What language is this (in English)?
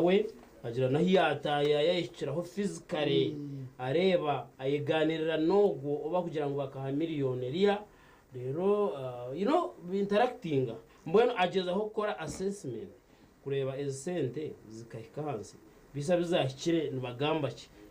Nyankole